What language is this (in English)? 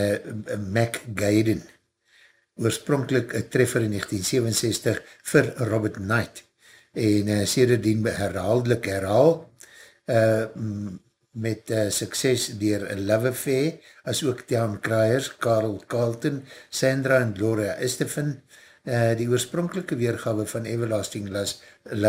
Afrikaans